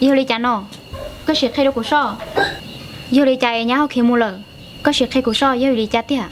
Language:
Hmong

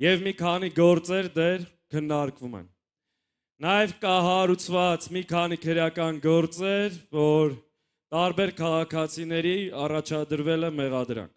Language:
Armenian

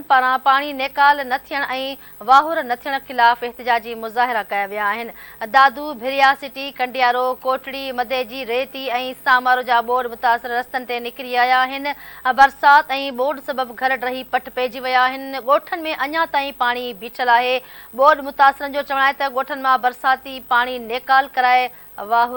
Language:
Sindhi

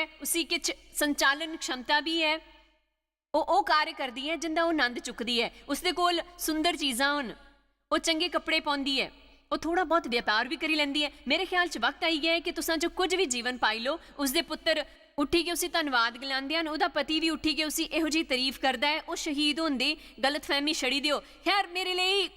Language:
Dogri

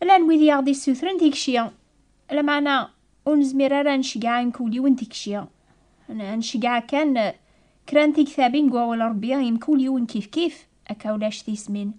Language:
Kabyle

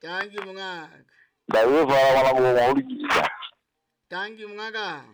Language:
Southern Sotho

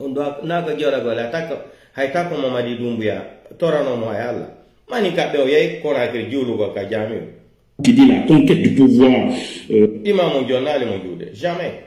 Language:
Pular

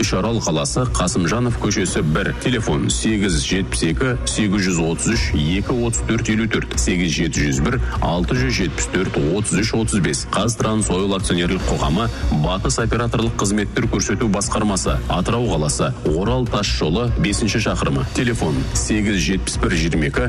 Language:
Kazakh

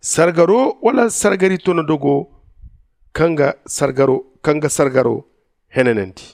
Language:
Zarma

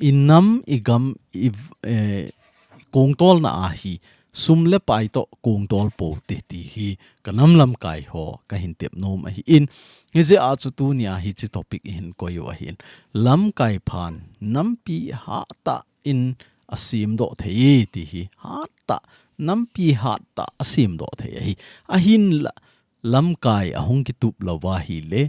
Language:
Thado Chin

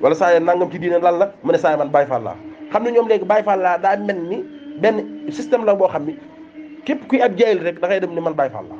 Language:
Wolof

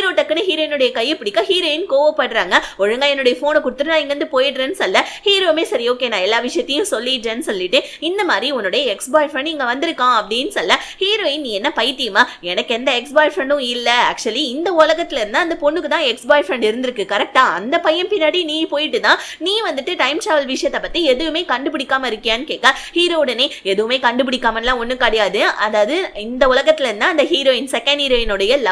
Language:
Tamil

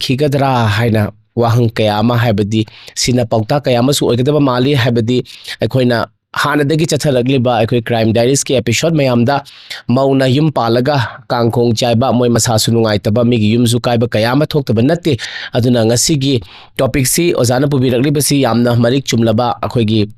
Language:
Manipuri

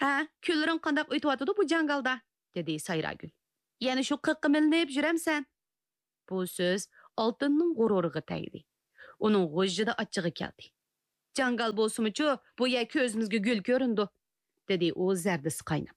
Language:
Uyghur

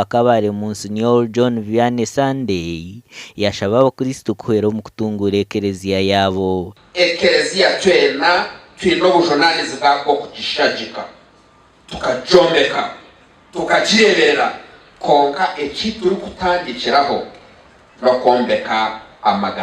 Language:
Nyankole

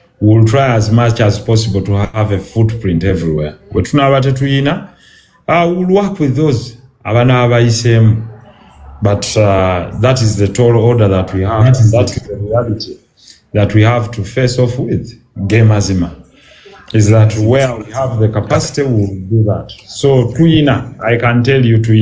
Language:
Ganda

